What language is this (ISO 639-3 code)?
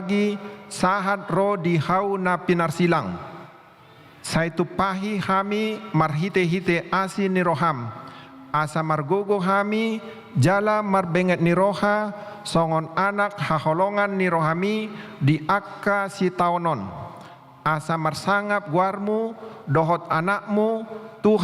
bbc